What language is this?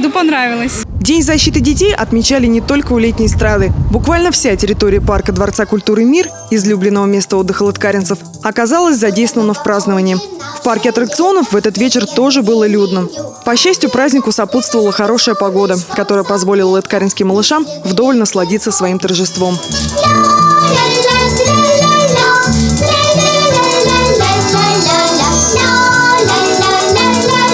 Russian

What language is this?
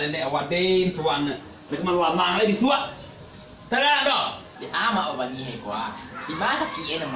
Minangkabau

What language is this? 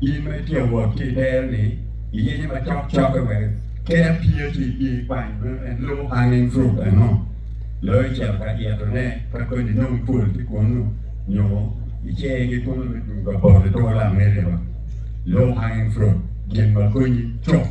Acoli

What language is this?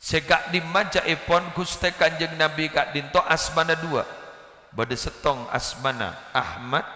Madurese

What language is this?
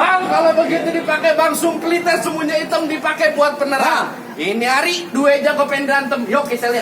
Betawi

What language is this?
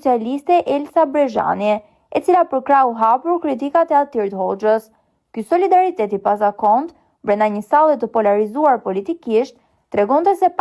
Albanian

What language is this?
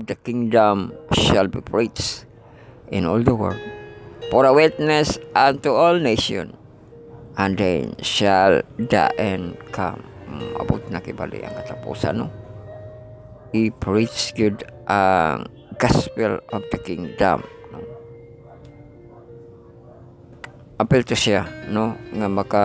Cebuano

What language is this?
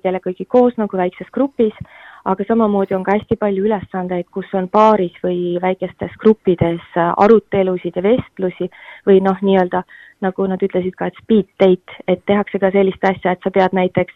Estonian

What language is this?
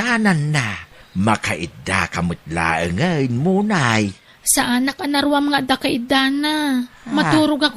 Iloko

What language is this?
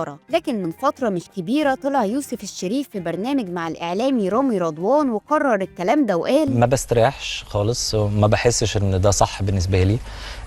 Egyptian Arabic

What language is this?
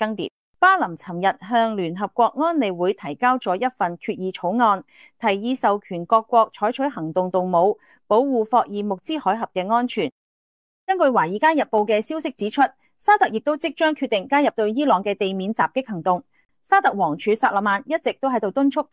Cantonese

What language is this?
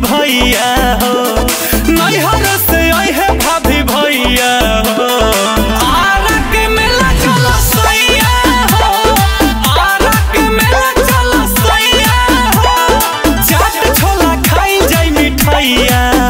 Bhojpuri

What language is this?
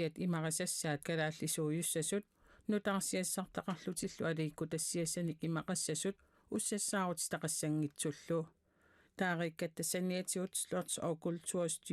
Kalaallisut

